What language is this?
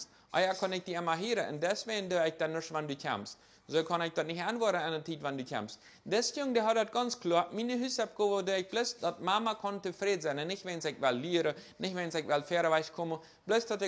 Plautdietsch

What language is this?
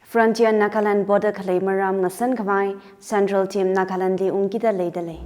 Tangkhul Naga (India)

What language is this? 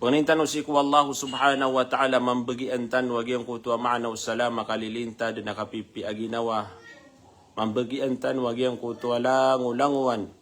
Maranao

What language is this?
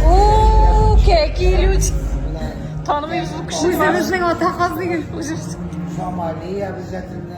Tatar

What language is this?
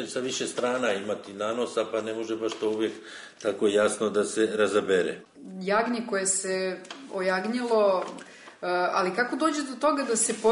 Serbian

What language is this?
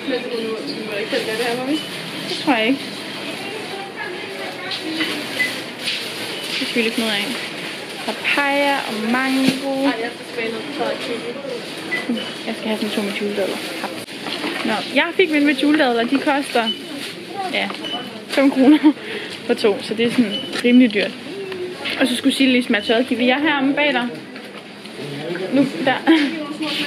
Danish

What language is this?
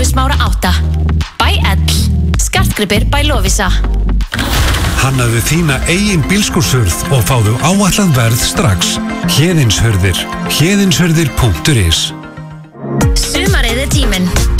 Icelandic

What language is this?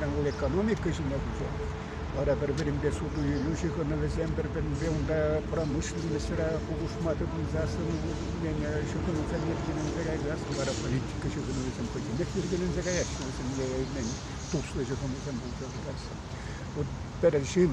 Chuvash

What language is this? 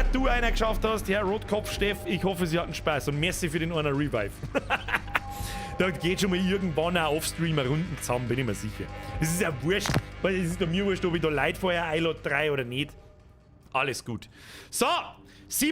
Bavarian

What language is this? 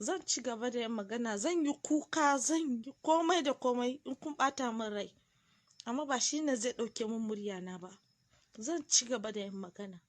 Hausa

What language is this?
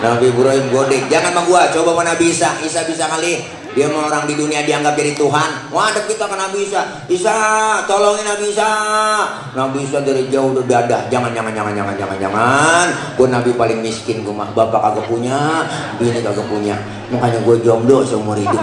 Betawi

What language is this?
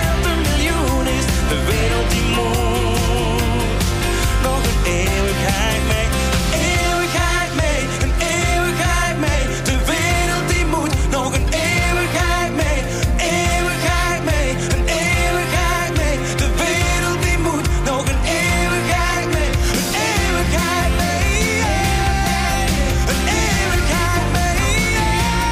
Dutch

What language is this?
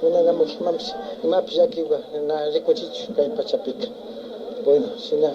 Imbabura Highland Quichua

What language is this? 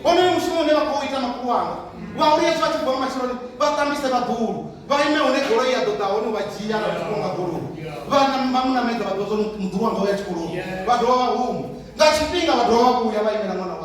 Venda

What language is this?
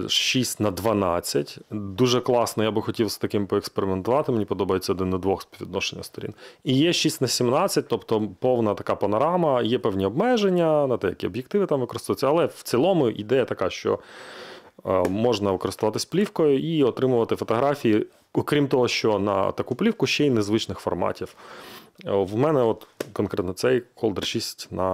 Ukrainian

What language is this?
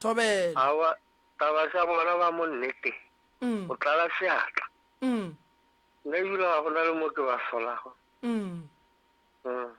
Northern Sotho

